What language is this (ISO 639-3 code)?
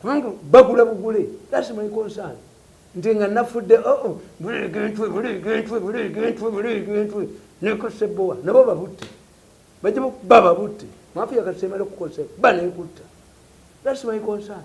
lug